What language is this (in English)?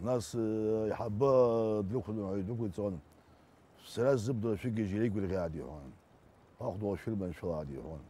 Abkhazian